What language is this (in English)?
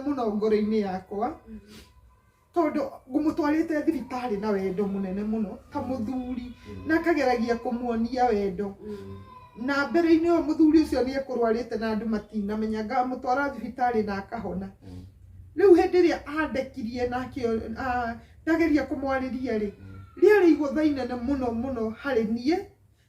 Kikuyu